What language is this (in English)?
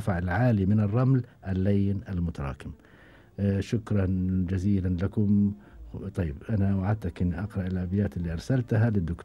Gulf Arabic